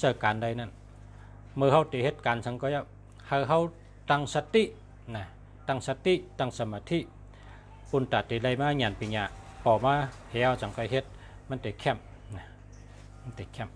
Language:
Shan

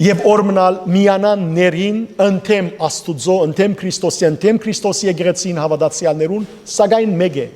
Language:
Western Armenian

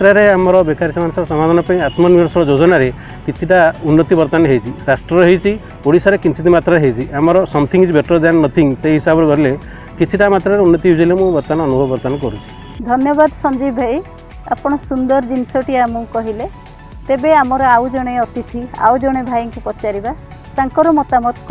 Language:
Odia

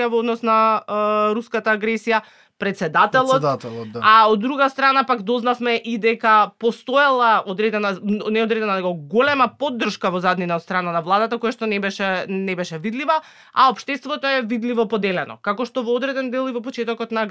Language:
Macedonian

